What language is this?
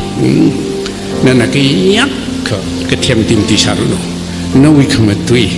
Tangkhul Naga (India)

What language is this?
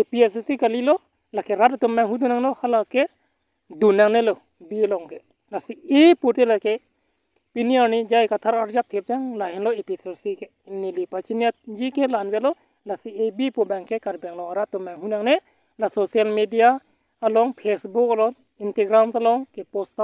Karbi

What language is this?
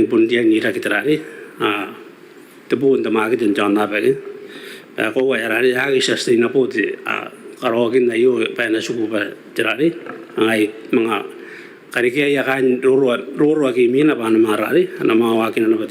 Gilbertese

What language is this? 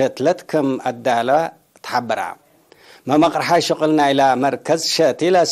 Tigre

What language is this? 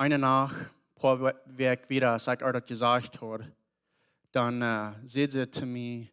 Plautdietsch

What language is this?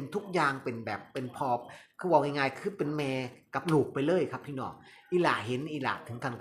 Northeastern Thai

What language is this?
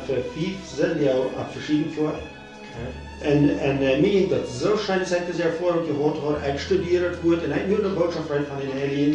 Plautdietsch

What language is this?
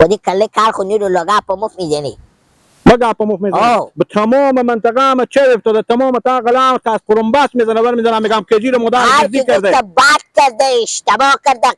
Persian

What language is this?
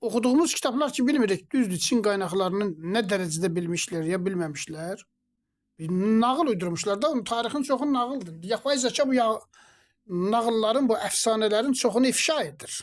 Azerbaijani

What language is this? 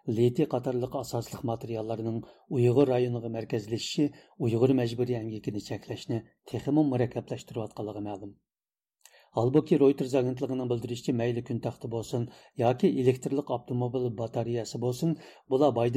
Uyghur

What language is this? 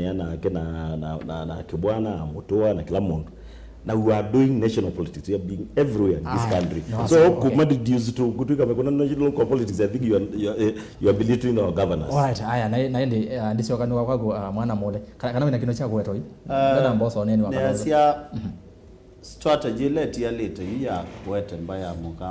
Kamba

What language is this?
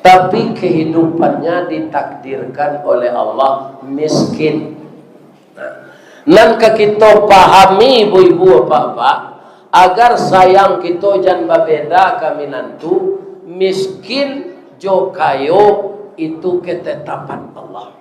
Minangkabau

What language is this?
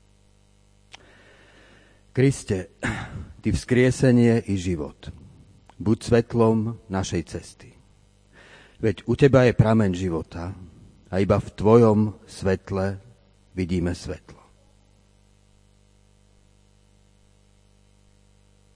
Slovak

